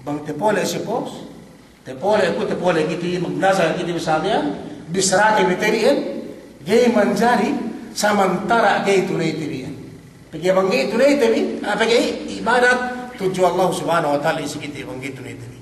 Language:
Yakan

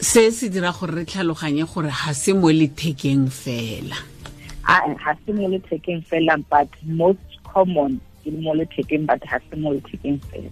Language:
Tswana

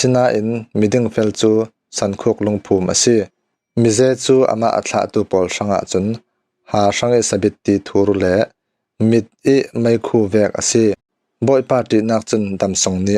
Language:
Falam Chin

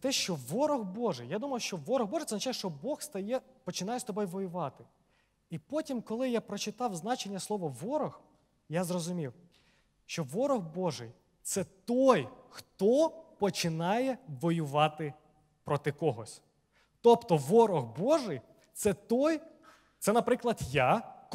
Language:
Ukrainian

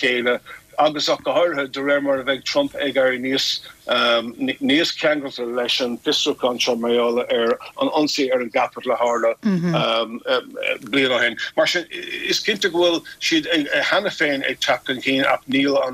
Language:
Irish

